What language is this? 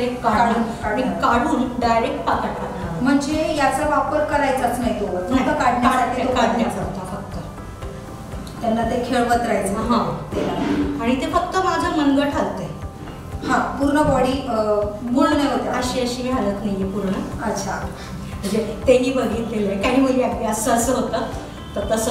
Marathi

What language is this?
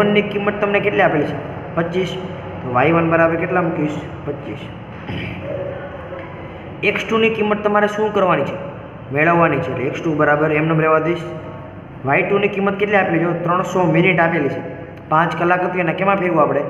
Gujarati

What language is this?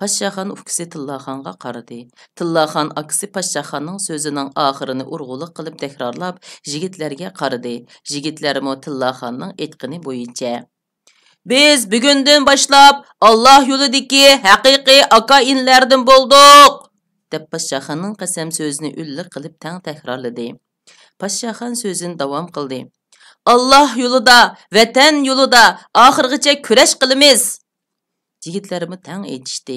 Uyghur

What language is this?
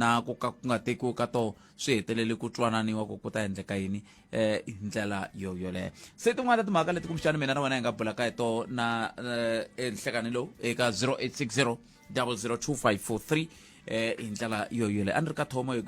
Tsonga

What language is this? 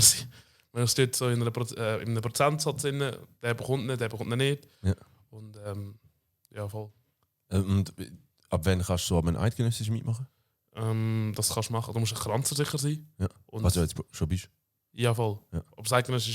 Swiss German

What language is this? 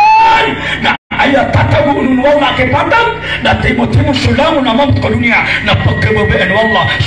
Maranao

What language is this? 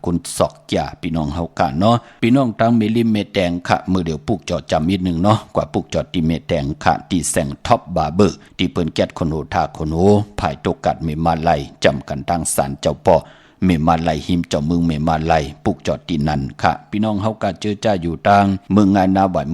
Shan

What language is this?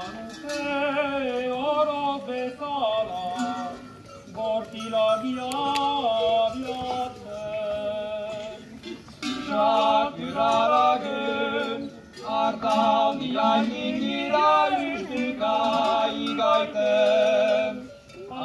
Basque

